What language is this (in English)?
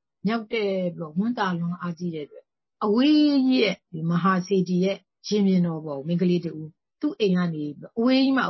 Burmese